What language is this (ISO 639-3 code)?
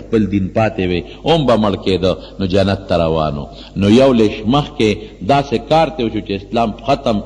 pus